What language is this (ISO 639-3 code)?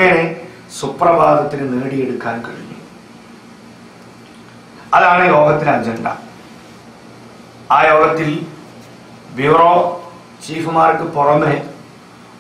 mal